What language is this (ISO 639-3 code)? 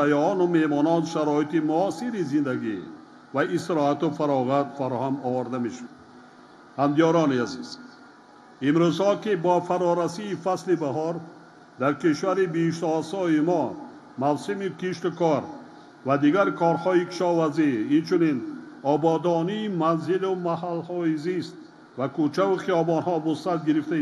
tgk